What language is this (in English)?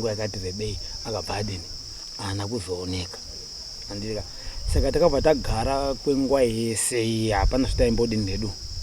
Shona